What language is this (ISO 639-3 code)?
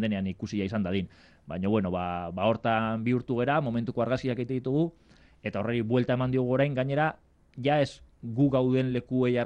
eus